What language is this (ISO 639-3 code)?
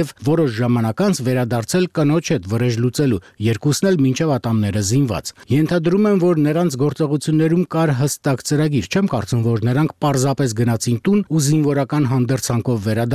hye